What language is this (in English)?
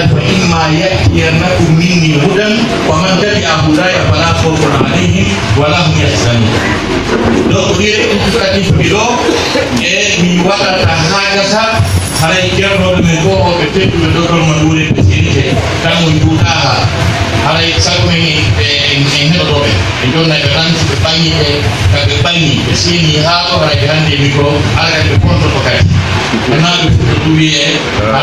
Pular